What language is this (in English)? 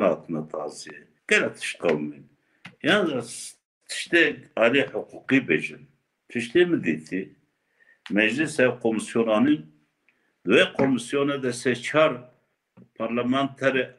Kurdish